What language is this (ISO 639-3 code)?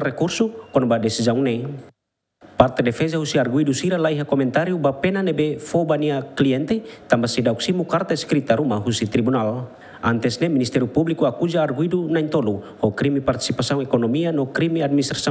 tet